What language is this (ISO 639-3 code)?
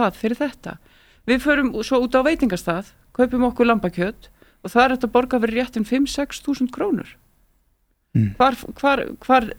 isl